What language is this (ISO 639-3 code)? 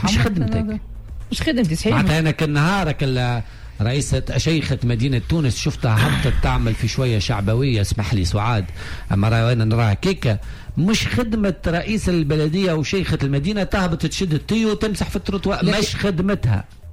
aeb